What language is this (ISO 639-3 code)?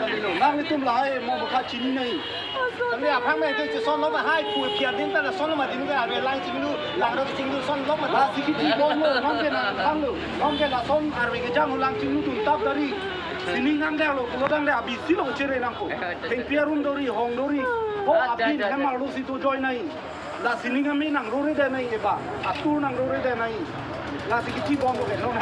mjw